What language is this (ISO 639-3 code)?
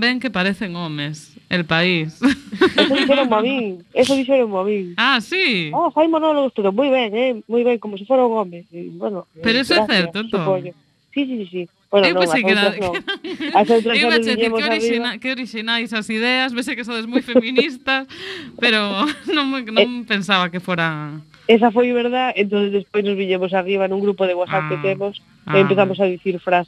glg